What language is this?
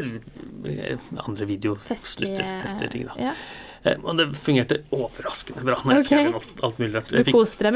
Norwegian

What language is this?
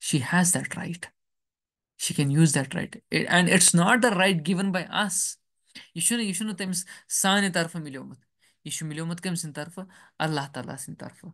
Kashmiri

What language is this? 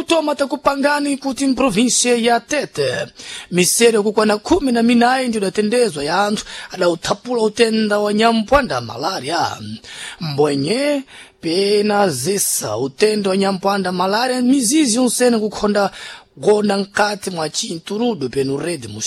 Sena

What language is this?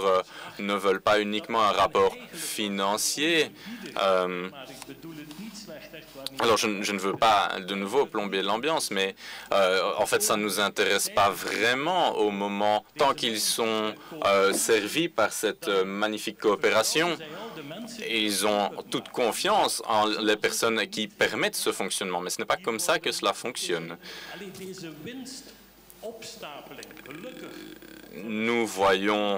French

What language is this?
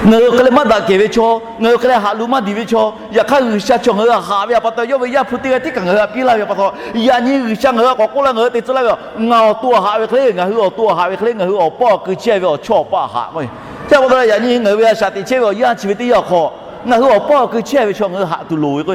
Lahu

